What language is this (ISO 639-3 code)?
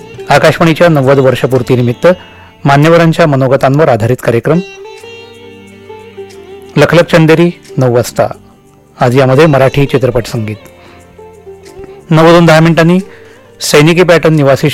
mar